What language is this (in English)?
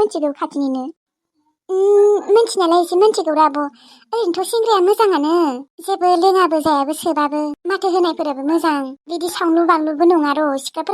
Bodo